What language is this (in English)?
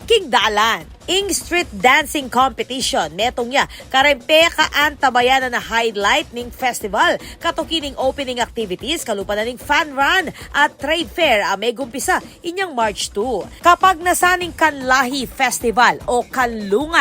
Pampanga